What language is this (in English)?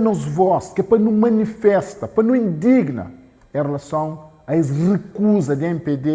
Kabuverdianu